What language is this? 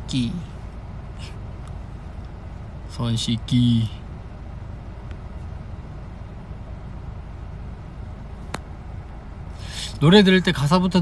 Korean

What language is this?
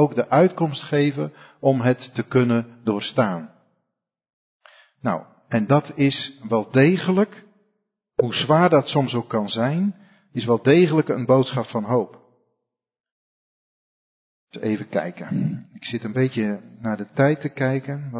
Dutch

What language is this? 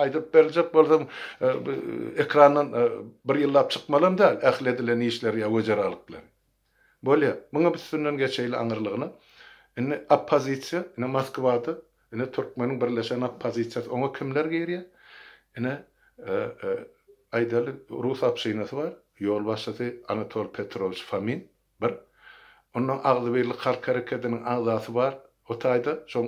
Turkmen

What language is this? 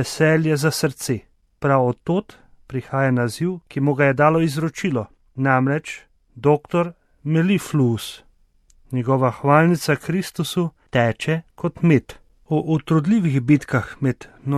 Slovenian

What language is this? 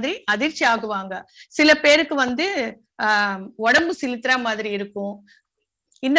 Tamil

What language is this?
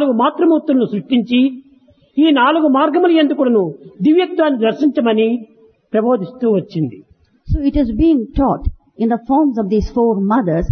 Telugu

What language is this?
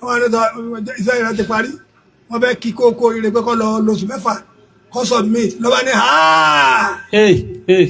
Yoruba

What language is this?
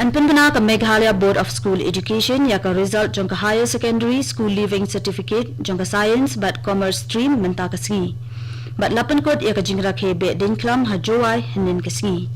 Khasi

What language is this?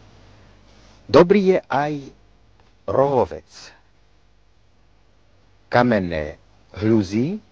Slovak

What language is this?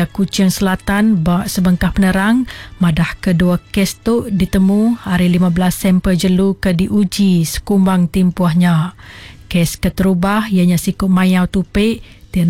Iban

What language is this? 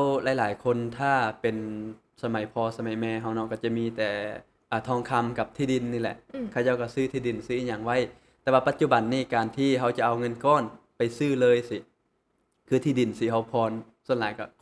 Lao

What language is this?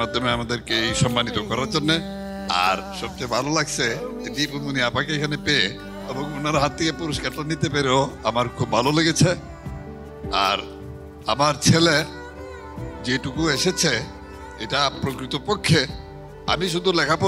Bangla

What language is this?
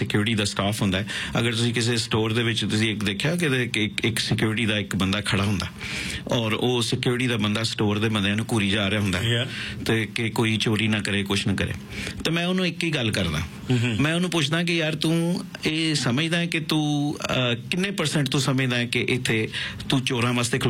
Punjabi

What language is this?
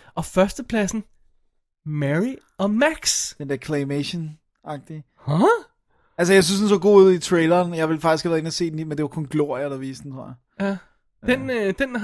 Danish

